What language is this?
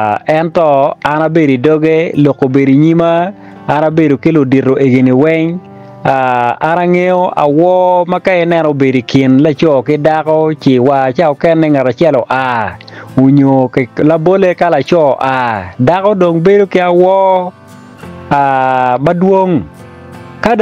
Acoli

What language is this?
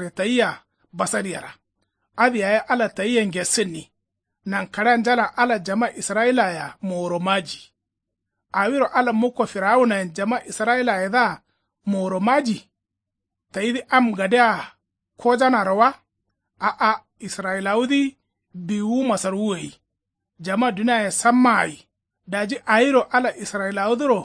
Kanuri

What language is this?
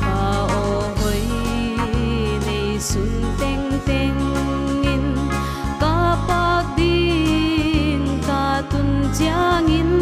Paite Chin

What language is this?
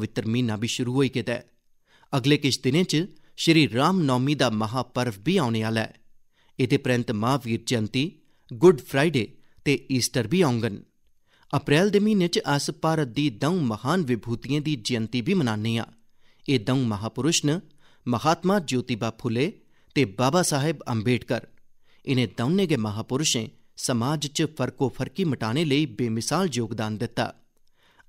Dogri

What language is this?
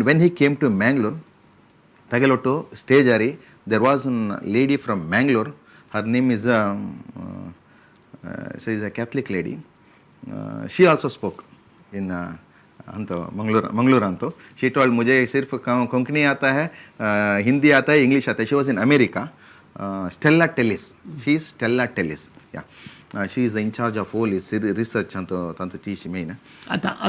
Konkani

